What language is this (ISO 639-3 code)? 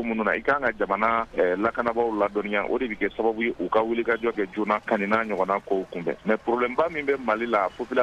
bam